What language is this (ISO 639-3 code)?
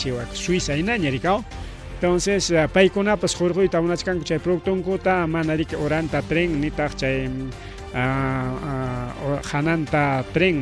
quy